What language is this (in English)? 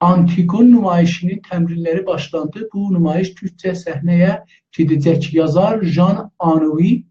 South Azerbaijani